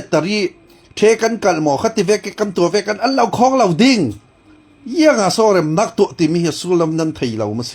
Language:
Falam Chin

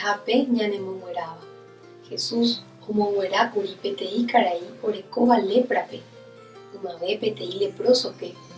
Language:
Guarani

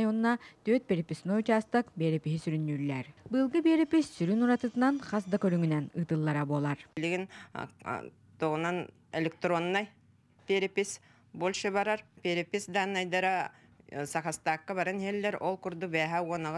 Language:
Yakut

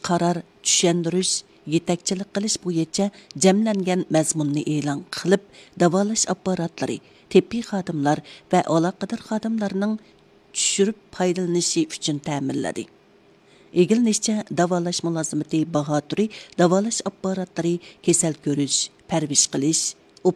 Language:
Uyghur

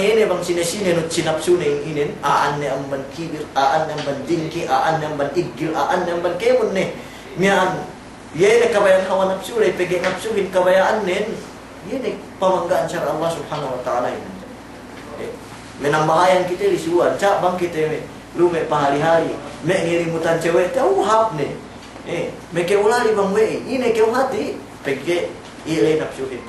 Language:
Yakan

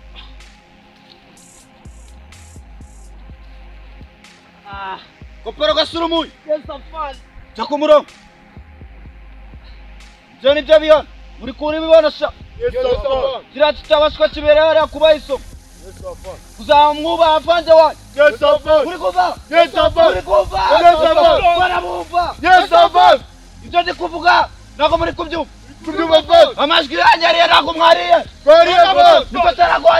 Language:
Kinyarwanda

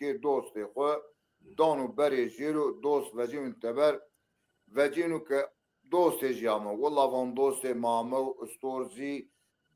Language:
Zaza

